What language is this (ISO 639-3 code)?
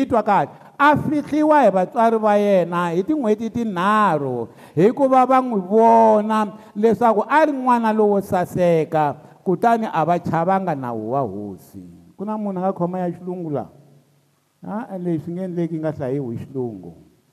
tso